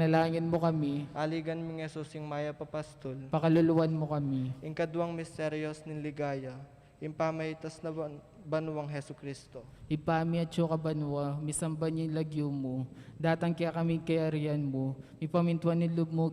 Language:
Pampanga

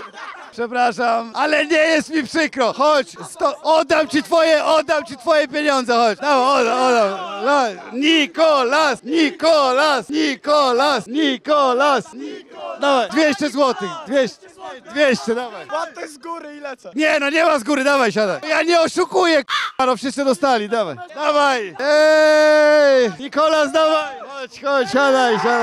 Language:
Polish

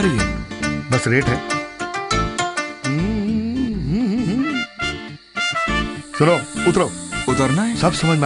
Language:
Hindi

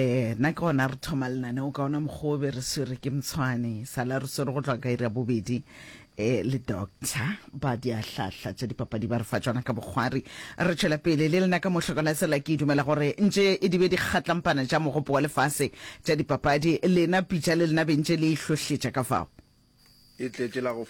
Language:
Northern Sotho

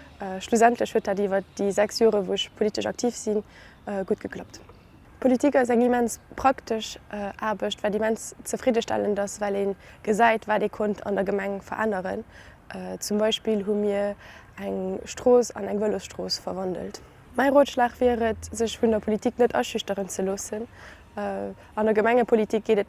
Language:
Luxembourgish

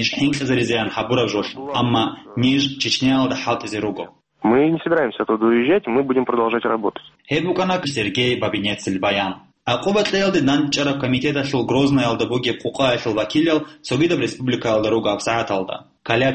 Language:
Avaric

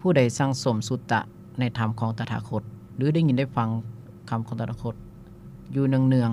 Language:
Lao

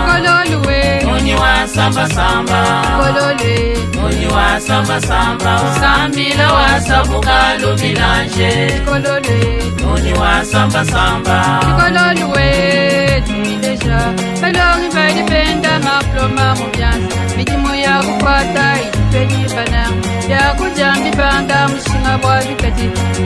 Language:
Luba-Lulua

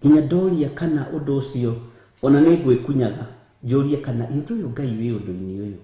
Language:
Kikuyu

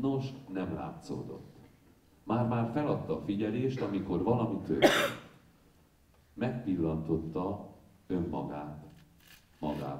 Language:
Hungarian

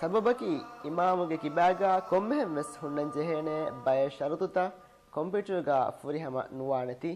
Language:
Divehi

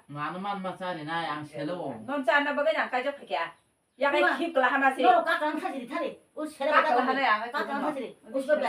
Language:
Kok Borok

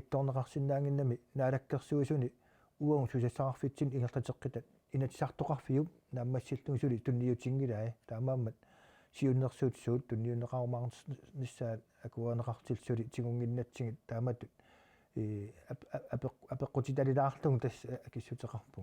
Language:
Kalaallisut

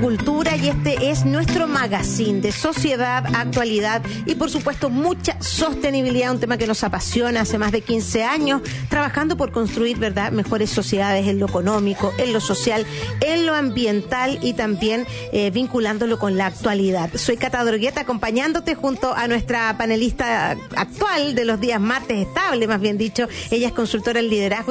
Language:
Spanish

